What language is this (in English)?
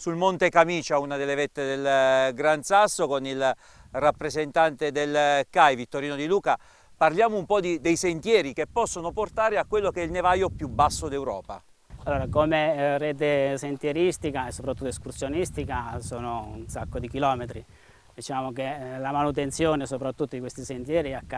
Italian